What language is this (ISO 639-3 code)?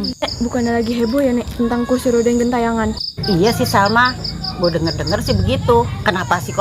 bew